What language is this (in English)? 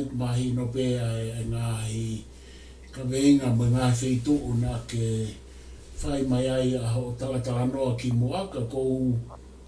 Tongan